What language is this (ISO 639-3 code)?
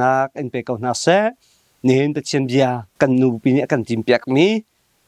cnh